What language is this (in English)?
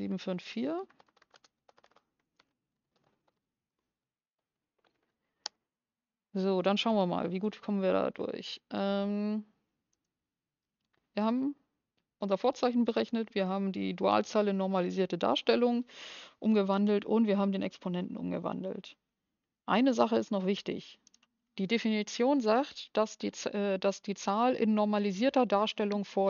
German